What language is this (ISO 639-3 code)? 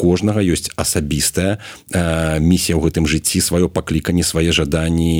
bel